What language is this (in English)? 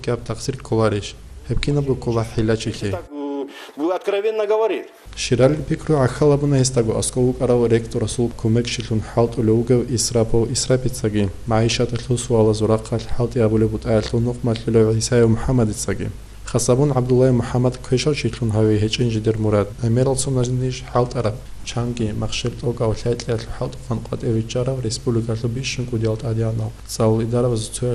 Avaric